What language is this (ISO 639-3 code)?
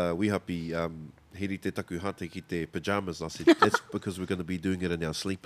mri